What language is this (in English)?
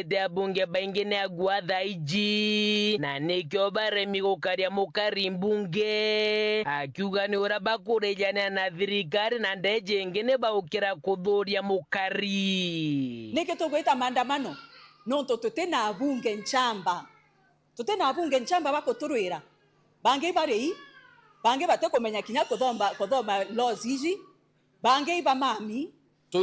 Meru